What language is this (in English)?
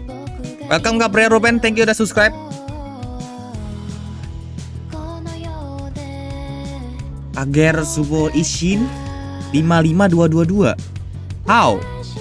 Indonesian